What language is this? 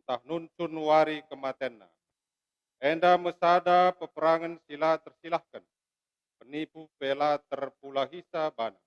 Batak Karo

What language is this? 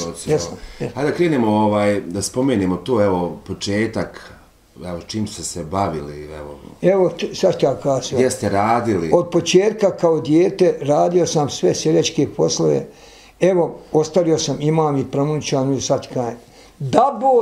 Bosnian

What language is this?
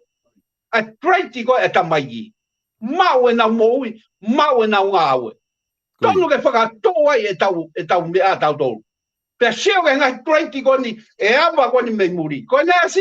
Tongan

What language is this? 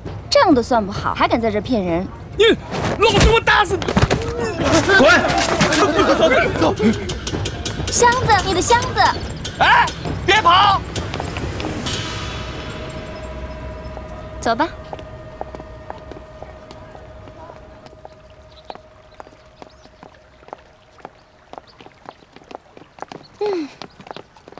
Chinese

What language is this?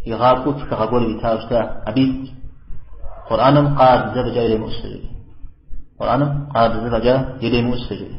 Kabardian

